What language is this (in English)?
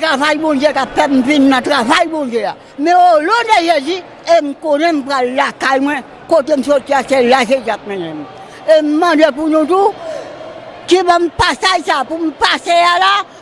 Haitian Creole